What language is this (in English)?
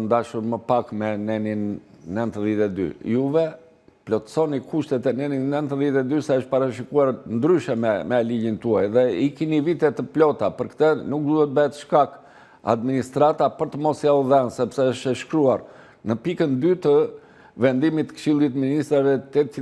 Albanian